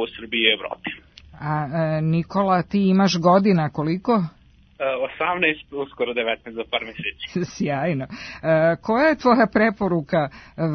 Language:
Serbian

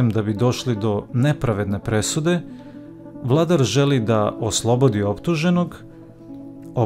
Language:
Serbian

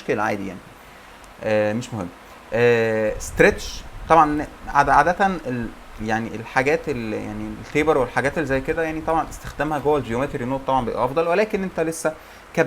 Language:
Egyptian Arabic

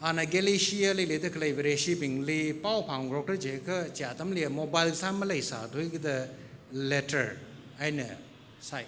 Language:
Tangkhul Naga (India)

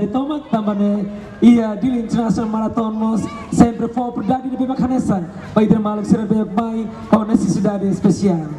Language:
Tetum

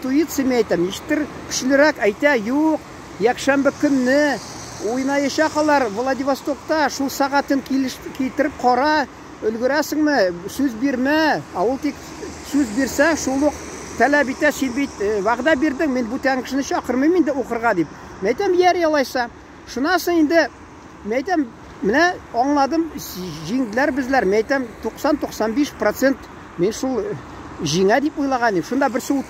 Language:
Tatar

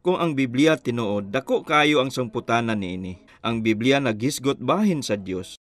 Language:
Cebuano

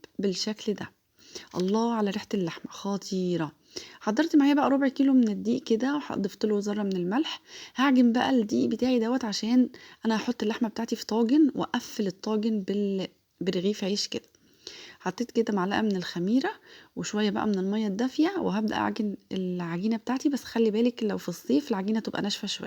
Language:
Egyptian Arabic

